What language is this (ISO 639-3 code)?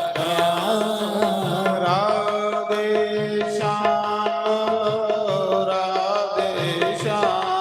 doi